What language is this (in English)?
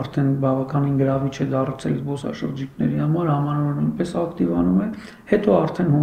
Armenian